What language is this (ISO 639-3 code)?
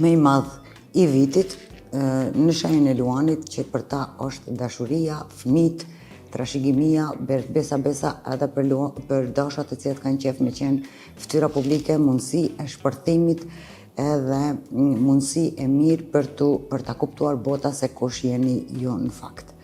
sqi